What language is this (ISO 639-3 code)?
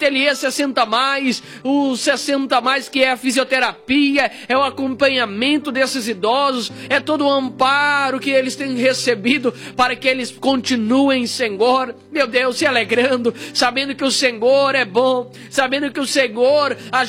por